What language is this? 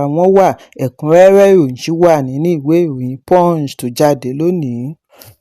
Yoruba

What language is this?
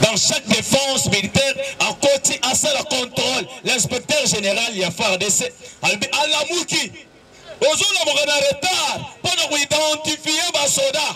Lingala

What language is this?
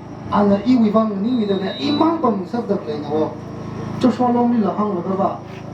Tangkhul Naga (India)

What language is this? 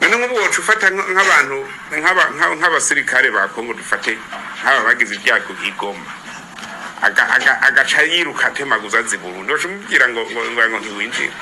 Rundi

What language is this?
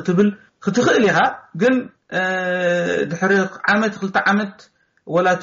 Tigrinya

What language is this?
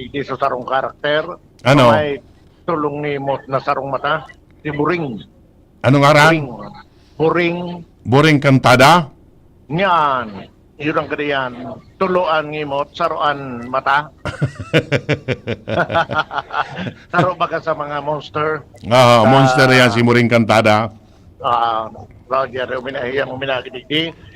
Bikol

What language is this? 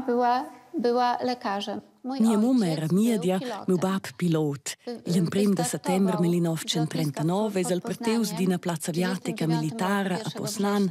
Romansh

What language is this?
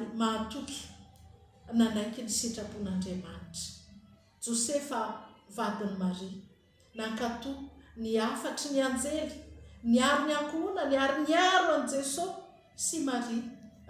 Malagasy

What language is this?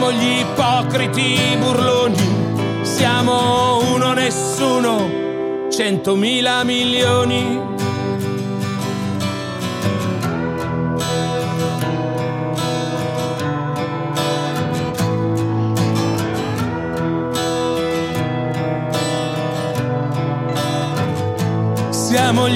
Italian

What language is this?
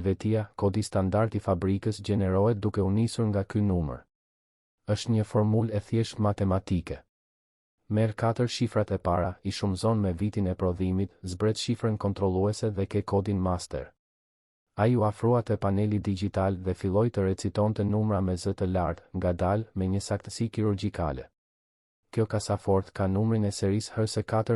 Albanian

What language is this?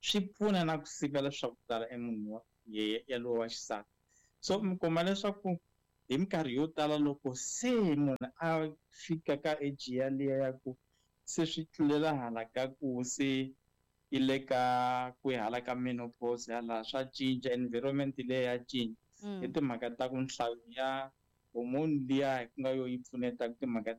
Tsonga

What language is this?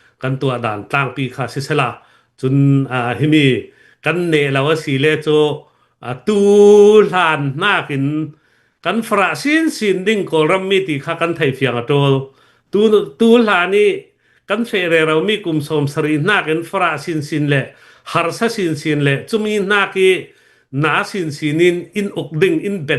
Hakha Chin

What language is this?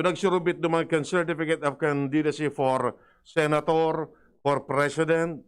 Bikol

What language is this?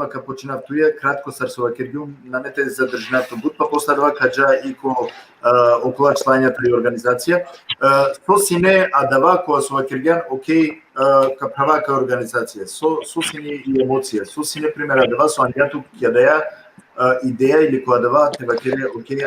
Balkan Romani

